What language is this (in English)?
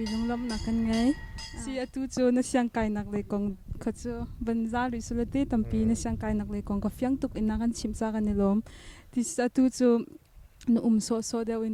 Hakha Chin